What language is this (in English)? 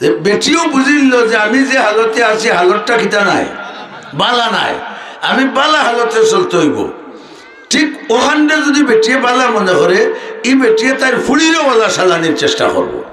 Sylheti